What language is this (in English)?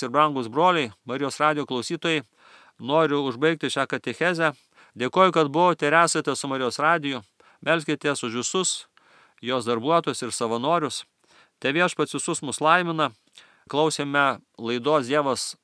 Lithuanian